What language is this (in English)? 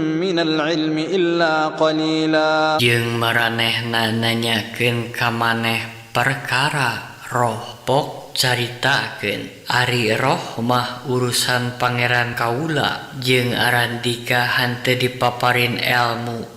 Sundanese